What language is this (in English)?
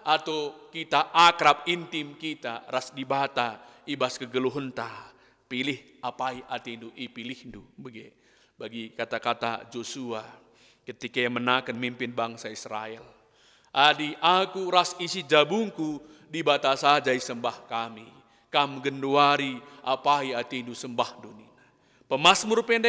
Batak Karo